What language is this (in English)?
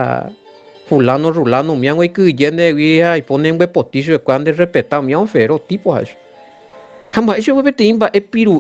Guarani